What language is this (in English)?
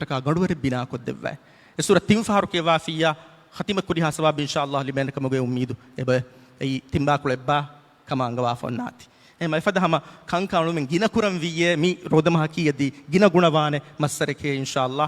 Divehi